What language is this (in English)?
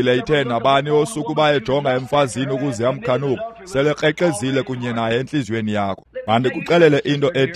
Xhosa